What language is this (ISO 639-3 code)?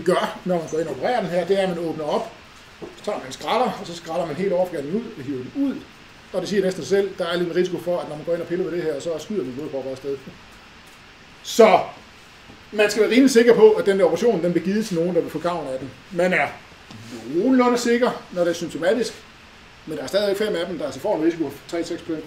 dan